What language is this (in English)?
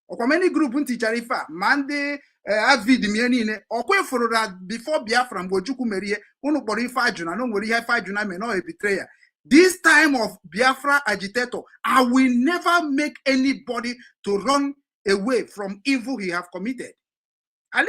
Igbo